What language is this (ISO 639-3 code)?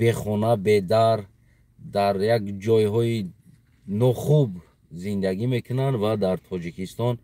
tgk